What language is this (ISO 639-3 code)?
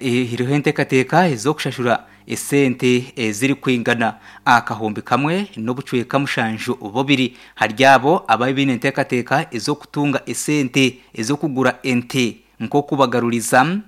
nyn